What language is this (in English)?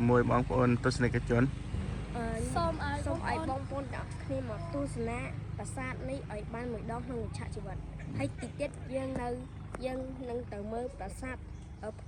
Khmer